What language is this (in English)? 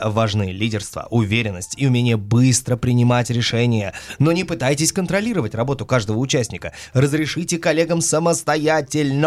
Russian